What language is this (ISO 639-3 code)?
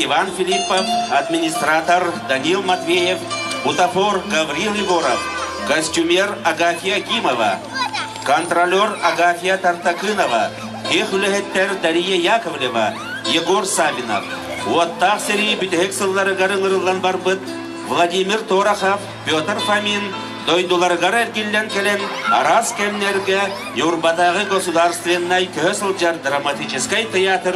sah